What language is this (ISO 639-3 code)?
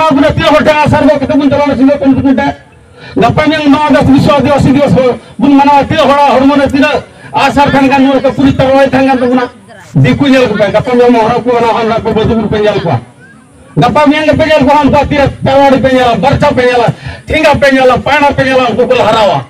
sat